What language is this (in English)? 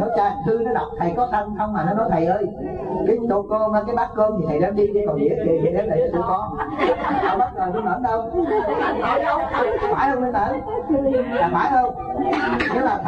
Vietnamese